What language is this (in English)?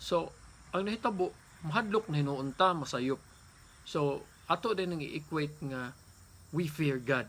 Cebuano